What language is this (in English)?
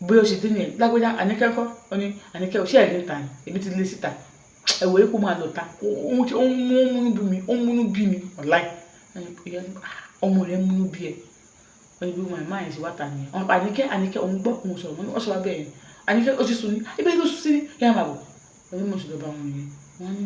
Yoruba